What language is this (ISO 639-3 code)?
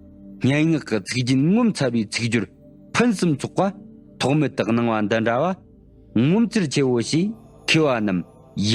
bod